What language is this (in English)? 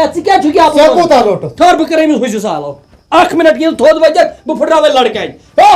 Kashmiri